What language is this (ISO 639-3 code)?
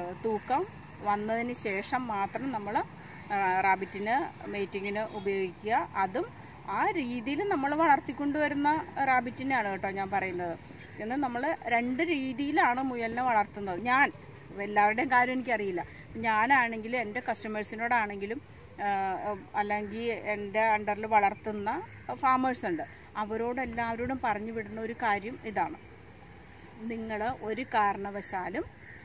mal